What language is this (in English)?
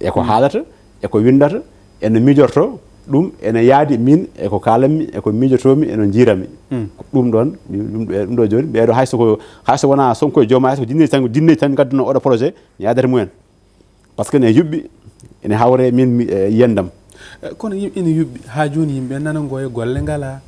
Fula